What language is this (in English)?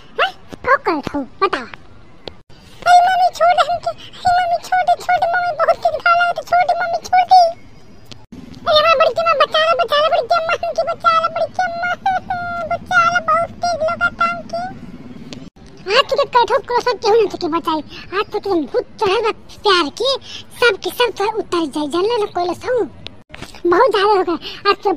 Bhojpuri